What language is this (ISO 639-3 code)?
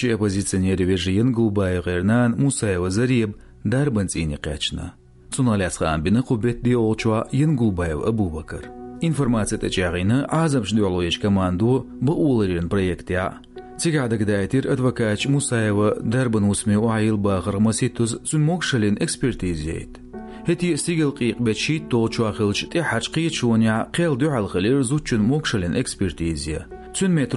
che